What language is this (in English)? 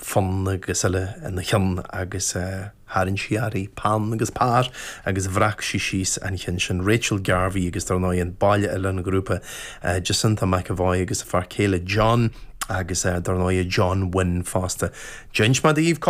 Irish